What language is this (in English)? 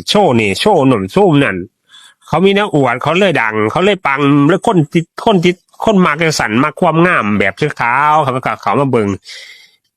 Northeastern Thai